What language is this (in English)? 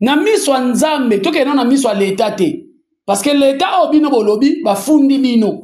Lingala